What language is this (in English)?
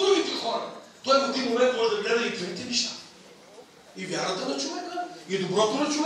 Bulgarian